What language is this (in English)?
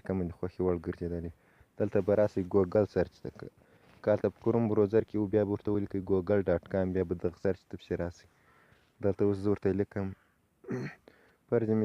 Pashto